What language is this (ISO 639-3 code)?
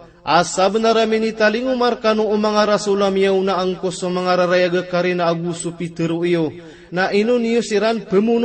mrw